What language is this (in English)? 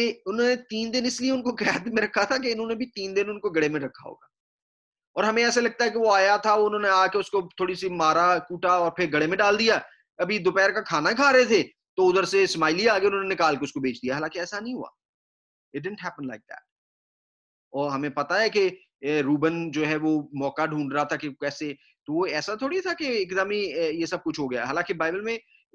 Urdu